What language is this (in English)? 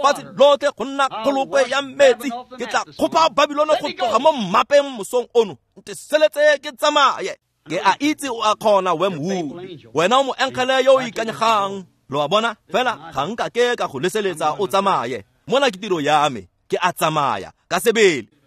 Tswana